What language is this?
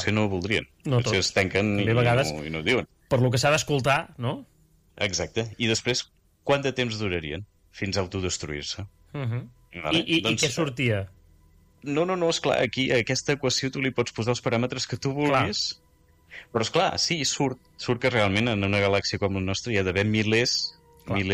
Catalan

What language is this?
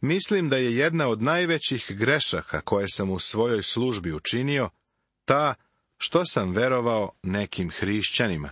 Serbian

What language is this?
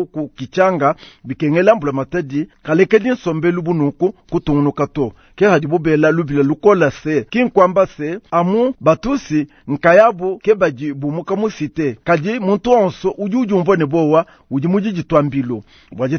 Luba-Lulua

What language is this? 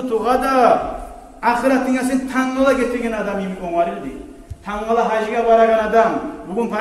Kumyk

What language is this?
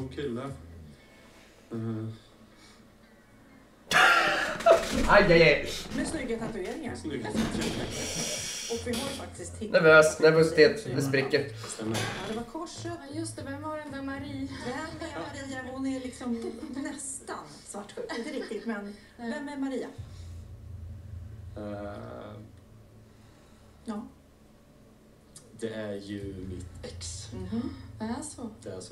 Swedish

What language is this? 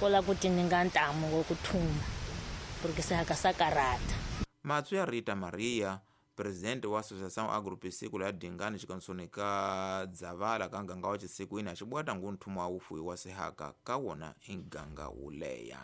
Tsonga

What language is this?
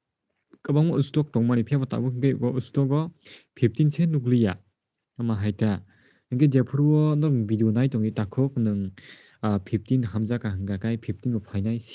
Kok Borok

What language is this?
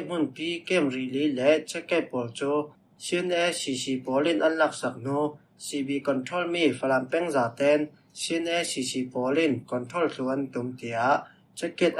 Falam Chin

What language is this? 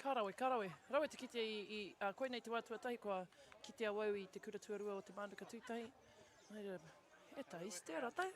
Māori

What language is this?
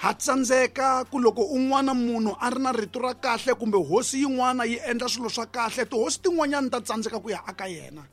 Tsonga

